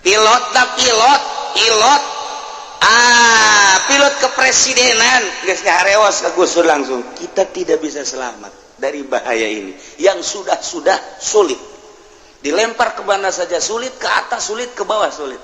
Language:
Sundanese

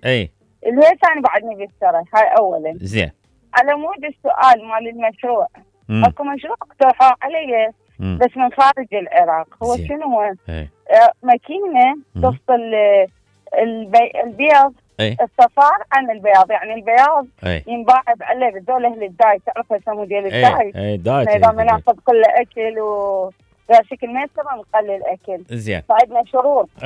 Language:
Mesopotamian Arabic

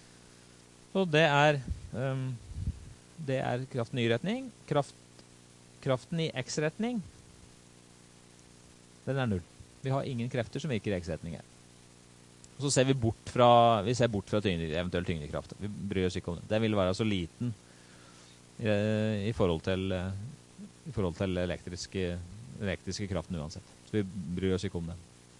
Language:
Norwegian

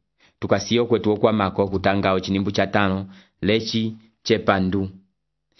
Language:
Umbundu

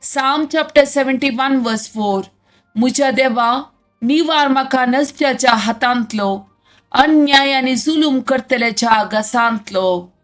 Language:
Konkani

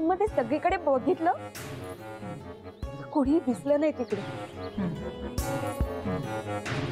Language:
Marathi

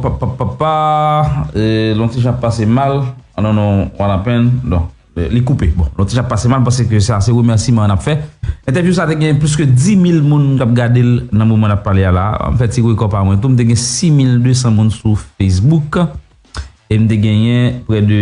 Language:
Haitian Creole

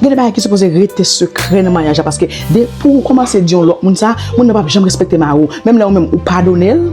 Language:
Haitian Creole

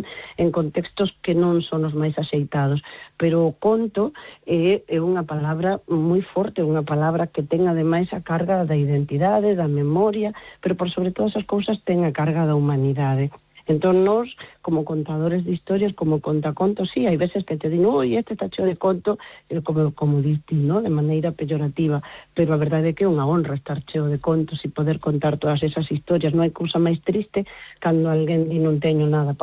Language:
Galician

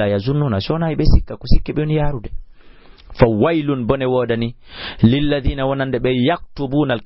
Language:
Fula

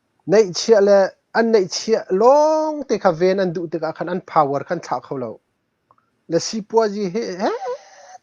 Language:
Hakha Chin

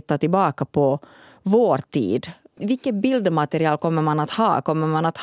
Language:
Swedish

